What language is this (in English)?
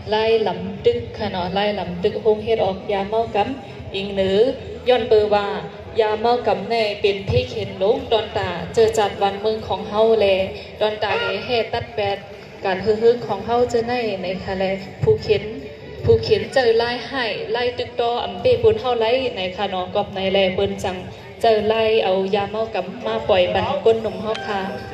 Shan